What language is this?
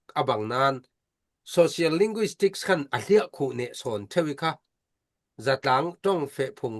Falam Chin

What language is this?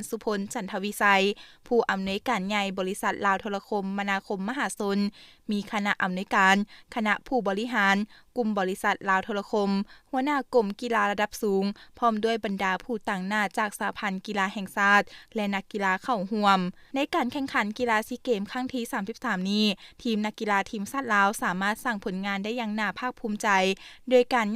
Lao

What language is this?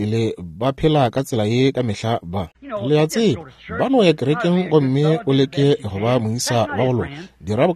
Northern Sotho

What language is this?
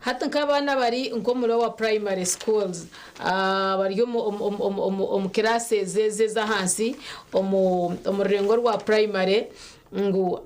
Nyankole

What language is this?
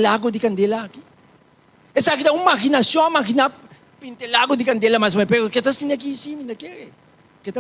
Papiamento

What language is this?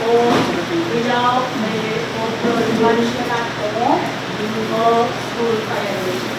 Pohnpeian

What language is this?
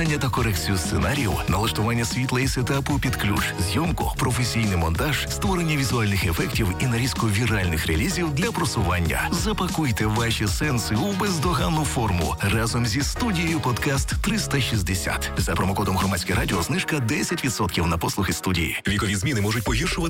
Ukrainian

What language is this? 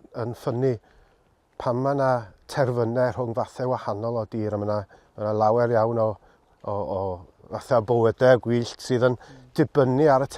Welsh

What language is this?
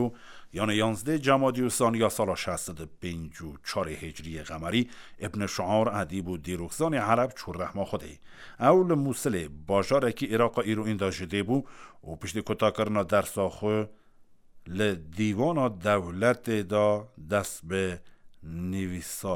Kurdish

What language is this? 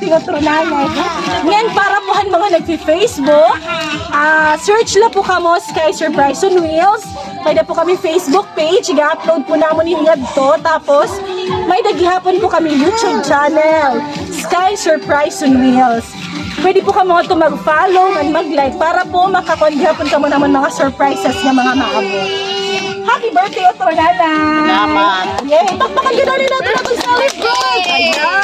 Waray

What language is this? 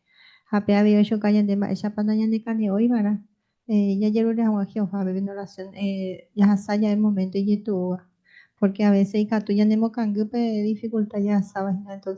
Guarani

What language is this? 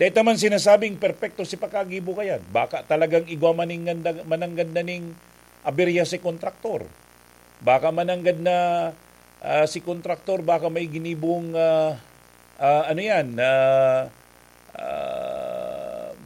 Bikol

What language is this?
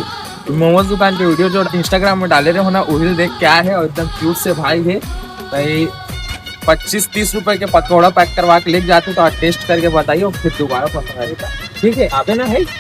Chhattisgarhi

